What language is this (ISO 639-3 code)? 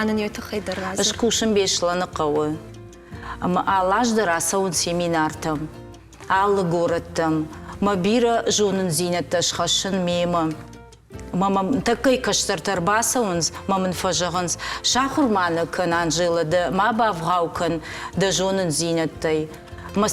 oss